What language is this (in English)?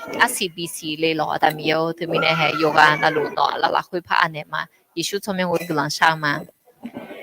Akha